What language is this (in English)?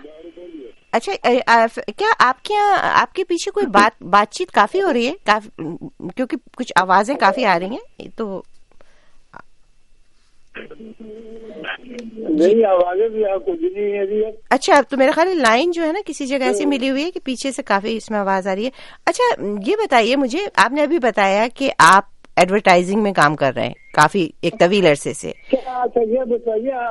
Urdu